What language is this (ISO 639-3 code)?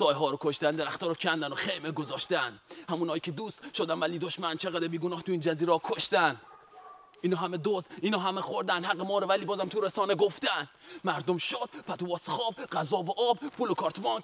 fas